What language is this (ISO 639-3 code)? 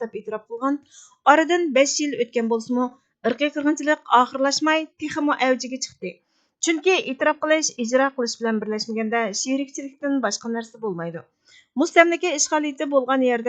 uig